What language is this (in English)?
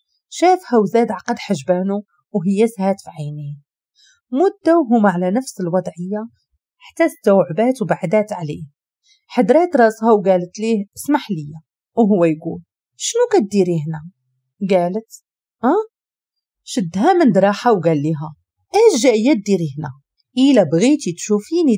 Moroccan Arabic